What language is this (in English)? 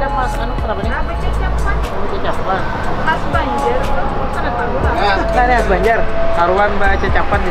Banjar